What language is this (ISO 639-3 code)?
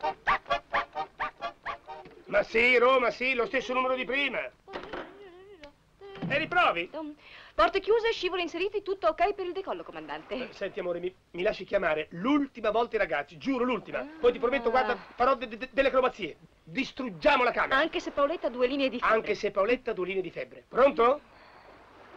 ita